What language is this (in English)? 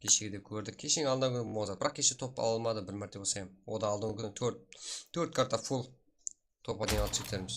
Kara-Kalpak